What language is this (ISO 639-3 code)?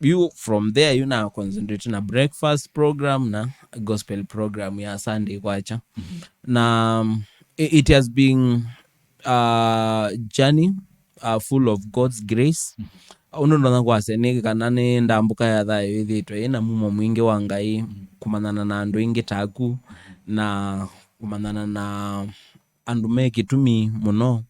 kam